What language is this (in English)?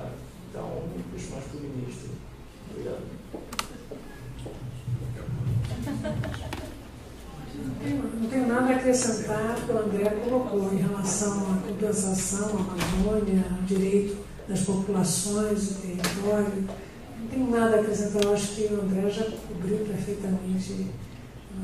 Portuguese